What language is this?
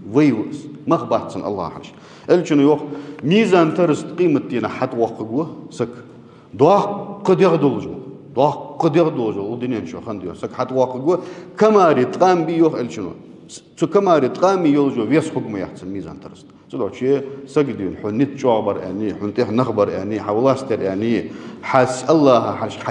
Ingush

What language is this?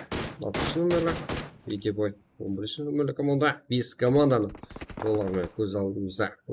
Kara-Kalpak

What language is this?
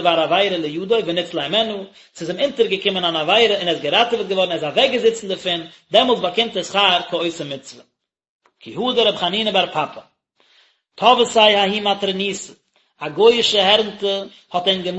Yiddish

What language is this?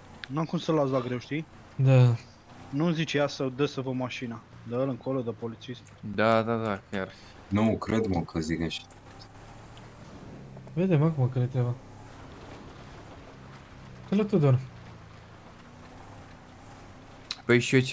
Romanian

